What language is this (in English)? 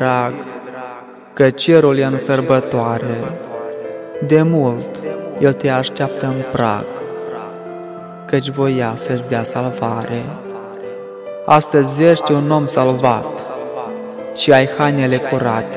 Romanian